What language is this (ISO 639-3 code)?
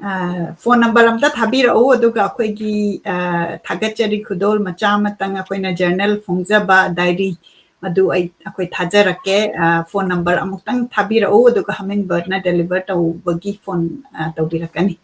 mni